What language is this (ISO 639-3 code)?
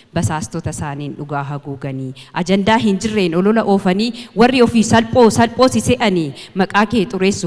orm